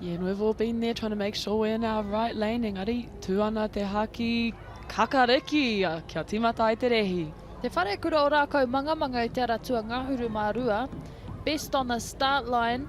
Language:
Māori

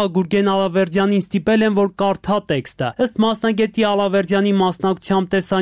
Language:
Armenian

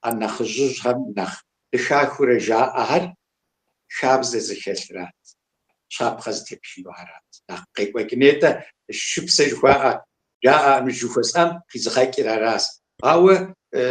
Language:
Kabardian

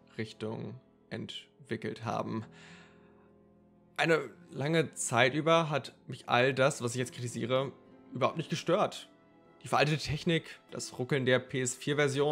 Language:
German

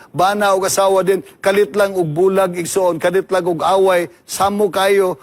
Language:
Cebuano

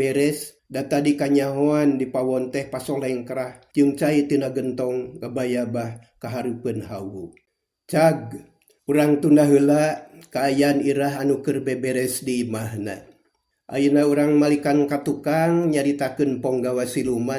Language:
Sundanese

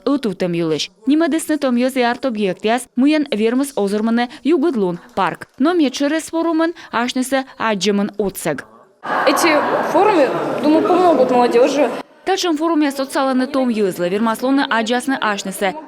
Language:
Komi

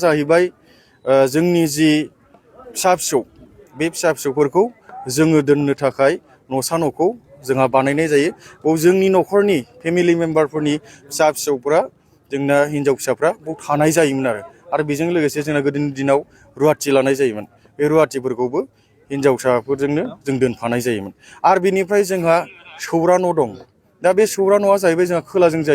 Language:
Bodo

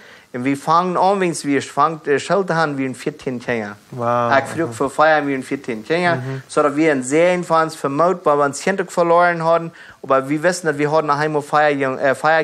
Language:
Plautdietsch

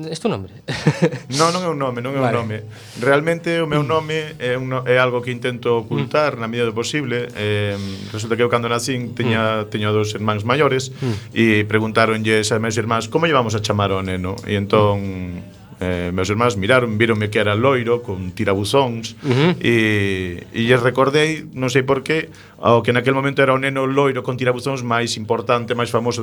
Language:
Galician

